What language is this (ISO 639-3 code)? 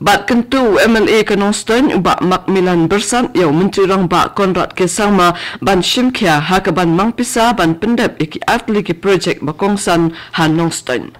kha